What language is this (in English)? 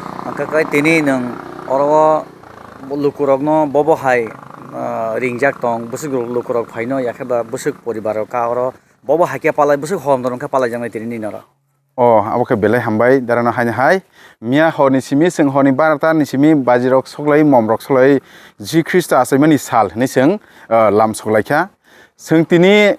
Kok Borok